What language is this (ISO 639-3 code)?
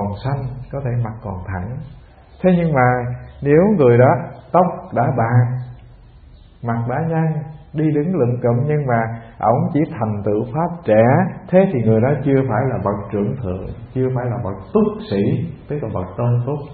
vie